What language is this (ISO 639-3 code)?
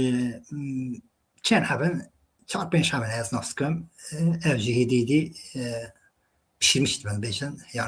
kur